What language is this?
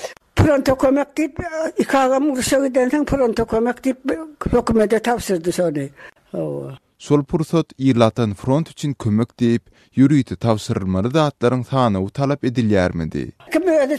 Turkmen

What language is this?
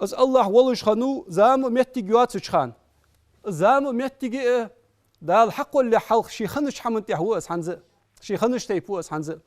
Ingush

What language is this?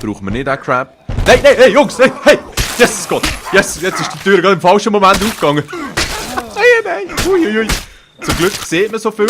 Swiss German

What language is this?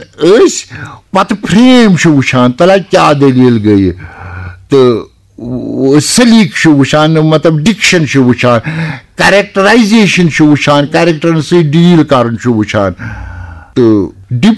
Kashmiri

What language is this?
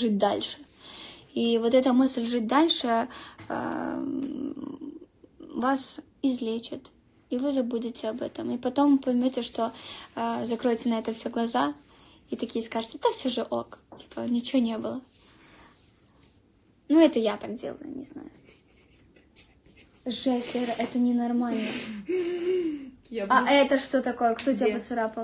Russian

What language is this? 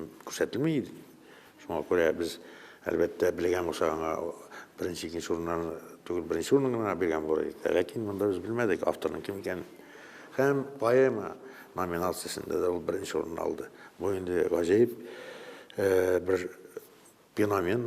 Tatar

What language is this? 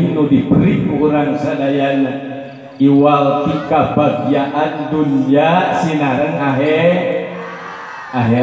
Sundanese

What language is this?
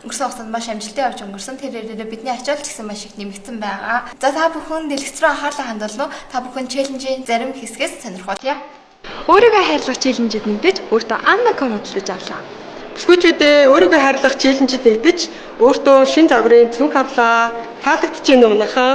Mongolian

